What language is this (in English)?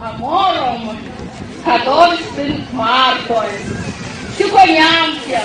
Erzya